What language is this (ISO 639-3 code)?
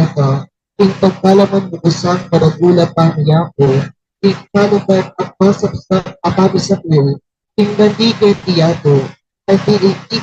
pam